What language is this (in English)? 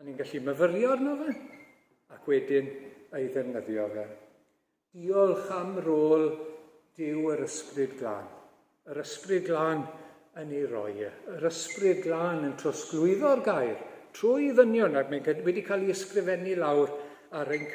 Welsh